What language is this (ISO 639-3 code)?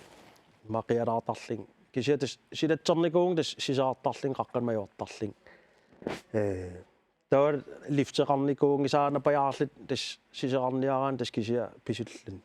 kal